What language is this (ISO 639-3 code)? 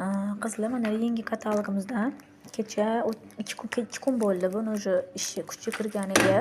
uzb